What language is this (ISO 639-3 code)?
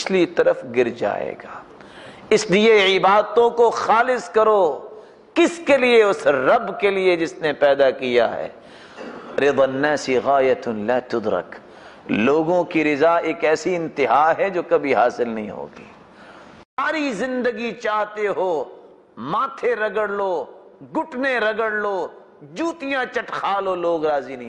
urd